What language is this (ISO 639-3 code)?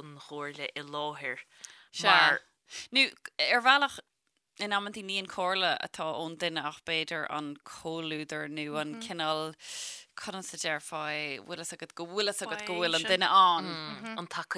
gle